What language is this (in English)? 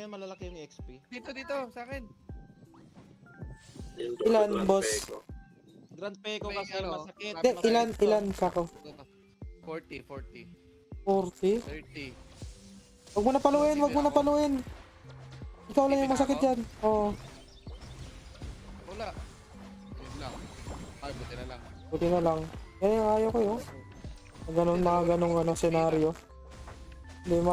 Filipino